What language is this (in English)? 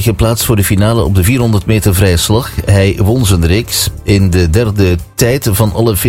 Dutch